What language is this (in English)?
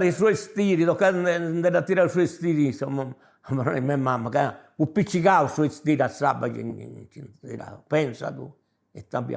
Sardinian